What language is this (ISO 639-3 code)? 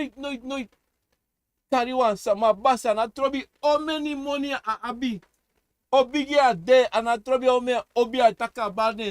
srn